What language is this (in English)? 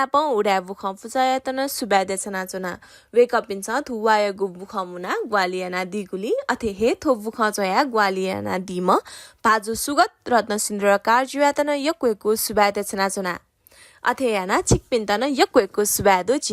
Newari